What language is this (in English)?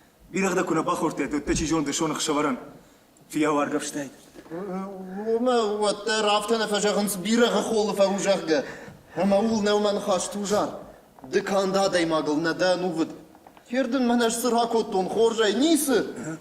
Ossetic